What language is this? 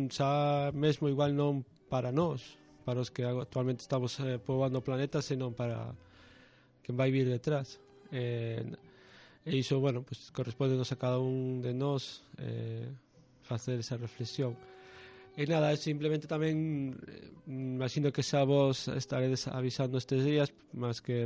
Galician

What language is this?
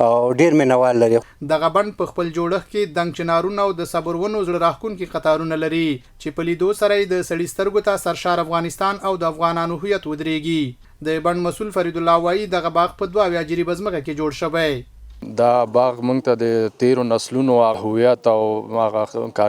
Pashto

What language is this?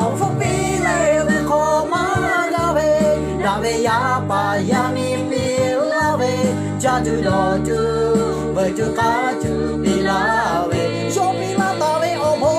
Lahu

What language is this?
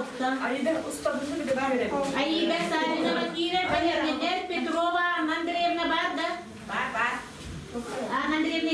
Yakut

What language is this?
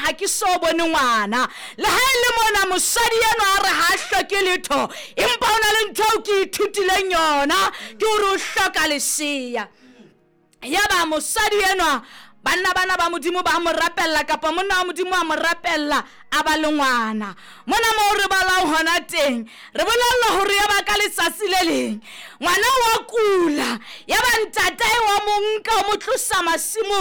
Southern Sotho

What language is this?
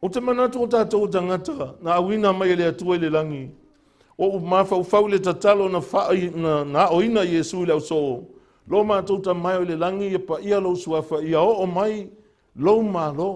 Samoan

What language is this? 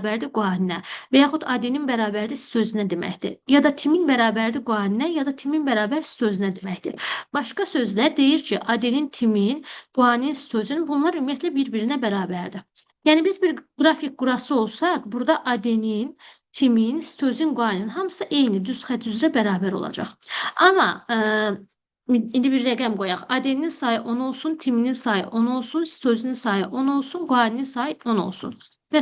Azerbaijani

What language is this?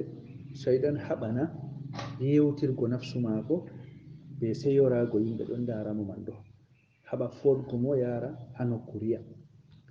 Fula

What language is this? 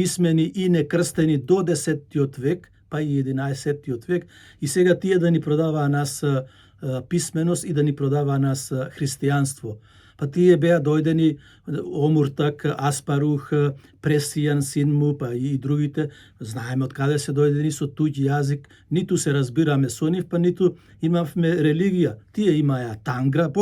Macedonian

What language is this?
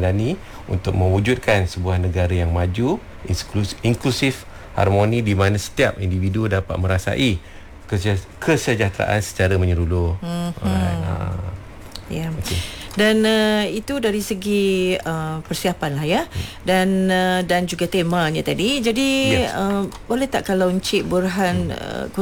Malay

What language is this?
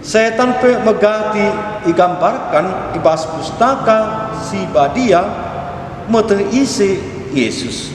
Batak Karo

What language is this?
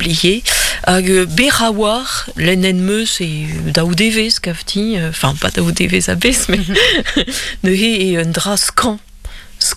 Breton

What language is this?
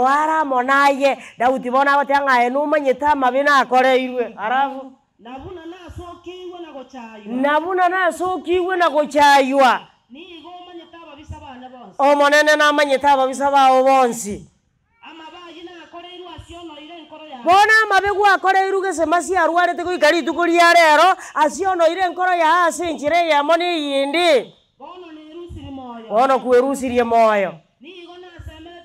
Gusii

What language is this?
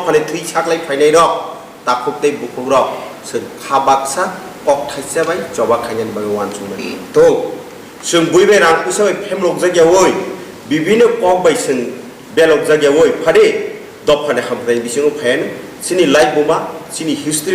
Kok Borok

